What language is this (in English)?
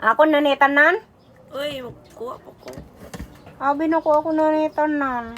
Cebuano